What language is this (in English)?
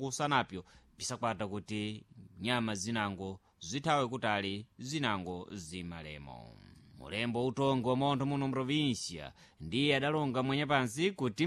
Sena